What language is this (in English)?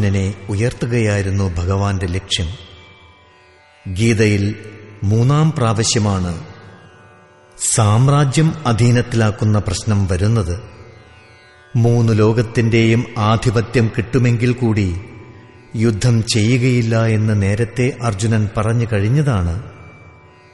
Malayalam